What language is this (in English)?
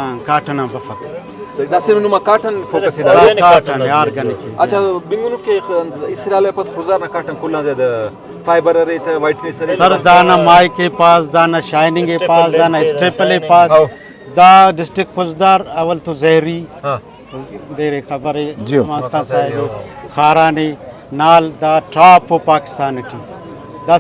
Brahui